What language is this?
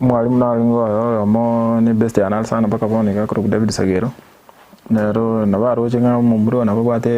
Gusii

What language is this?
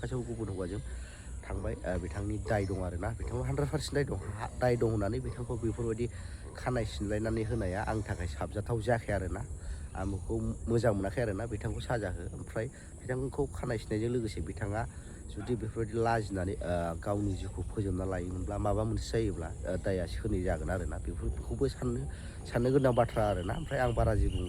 Bodo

